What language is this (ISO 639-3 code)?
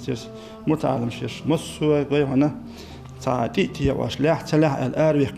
che